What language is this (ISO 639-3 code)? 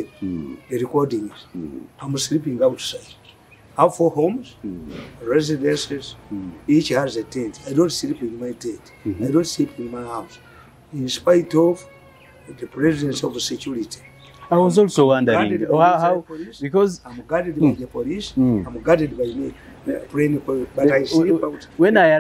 eng